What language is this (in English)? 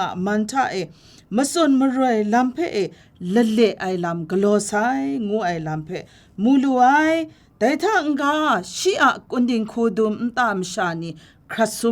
Kachin